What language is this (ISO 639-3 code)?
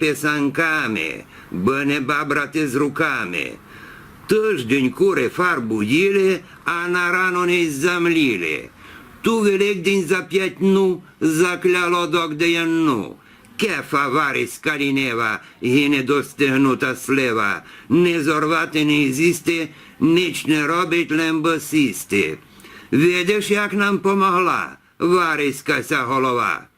rue